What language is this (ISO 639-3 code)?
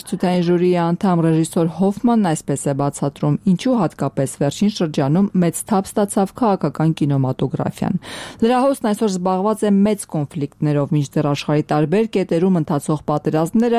hye